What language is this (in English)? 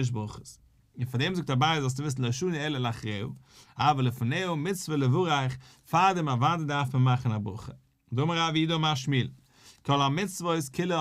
Yiddish